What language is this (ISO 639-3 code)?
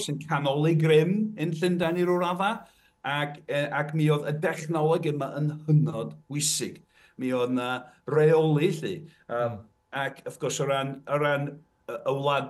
cym